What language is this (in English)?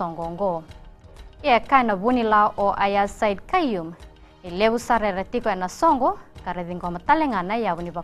Fijian